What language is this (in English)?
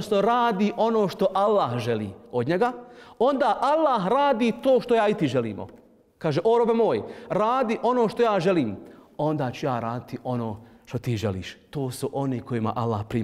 Bosnian